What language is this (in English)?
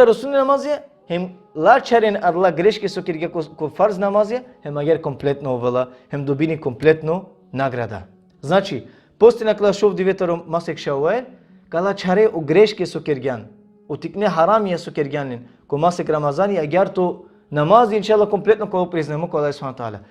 Balkan Romani